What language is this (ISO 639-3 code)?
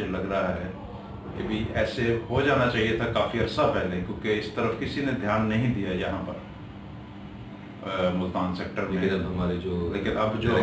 urd